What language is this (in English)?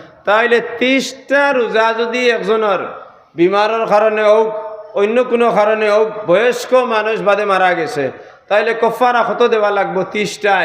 Sylheti